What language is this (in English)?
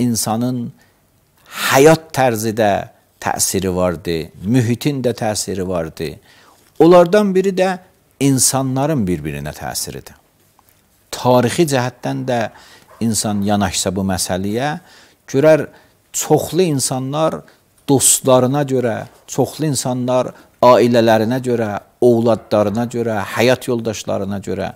Azerbaijani